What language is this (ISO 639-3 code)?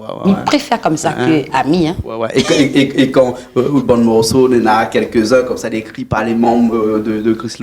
rcf